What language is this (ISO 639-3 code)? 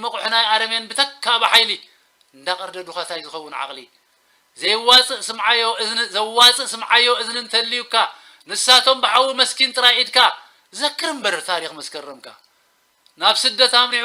tir